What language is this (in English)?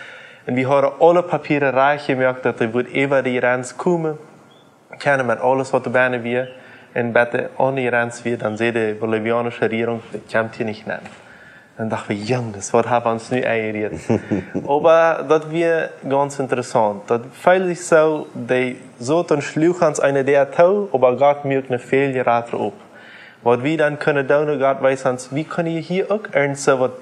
Plautdietsch